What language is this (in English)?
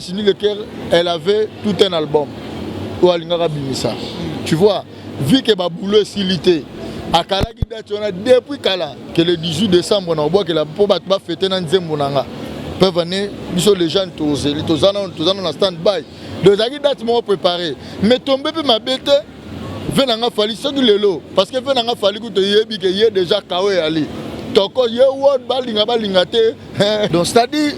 Lingala